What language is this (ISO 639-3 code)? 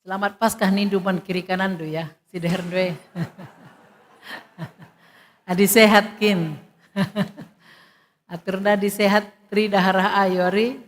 btx